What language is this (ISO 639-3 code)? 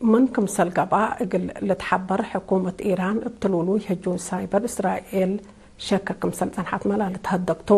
tig